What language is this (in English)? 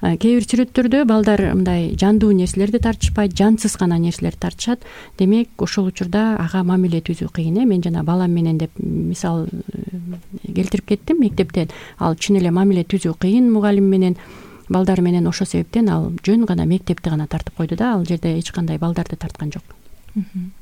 Kyrgyz